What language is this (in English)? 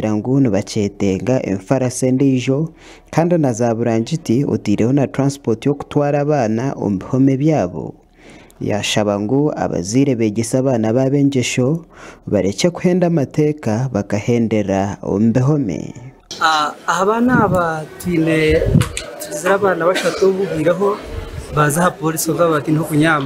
Nyankole